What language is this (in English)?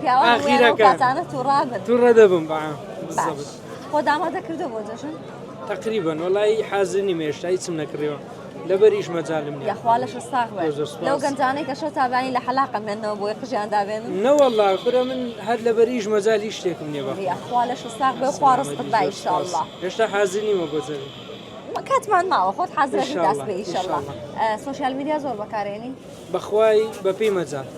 Central Kurdish